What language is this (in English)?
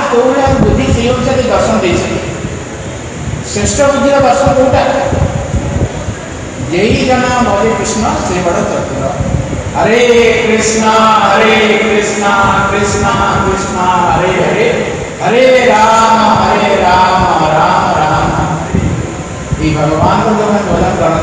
Odia